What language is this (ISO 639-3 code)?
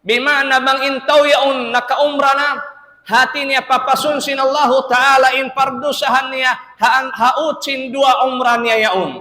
tsg